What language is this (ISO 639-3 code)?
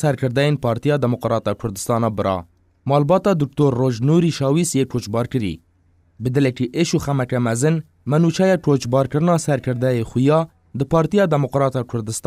kur